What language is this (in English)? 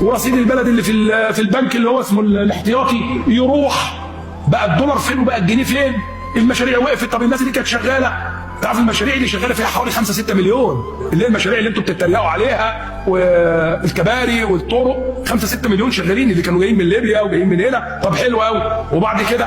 Egyptian Arabic